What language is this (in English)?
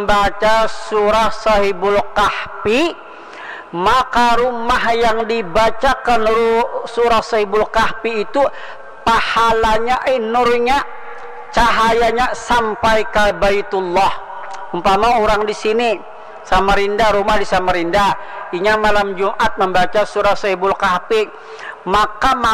Banjar